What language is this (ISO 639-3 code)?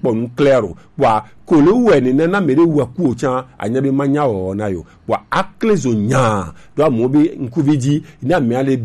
gej